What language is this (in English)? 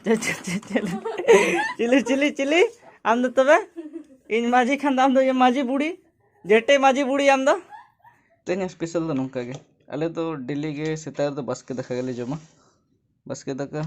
Santali